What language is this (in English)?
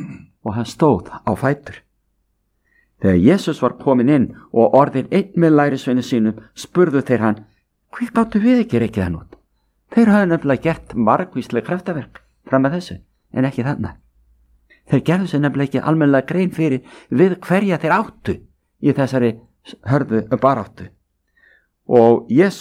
Icelandic